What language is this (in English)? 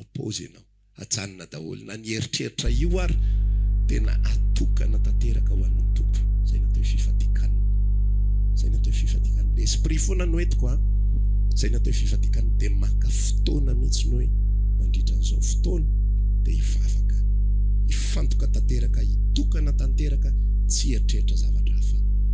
Malagasy